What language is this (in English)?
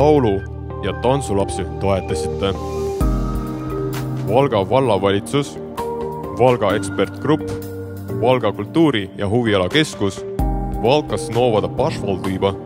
Estonian